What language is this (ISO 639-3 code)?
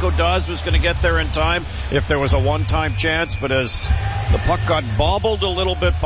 eng